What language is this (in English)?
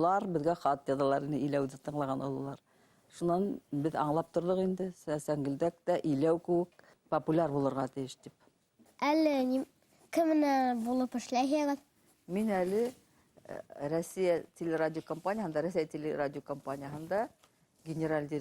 Bashkir